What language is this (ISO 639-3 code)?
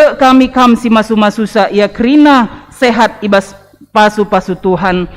btx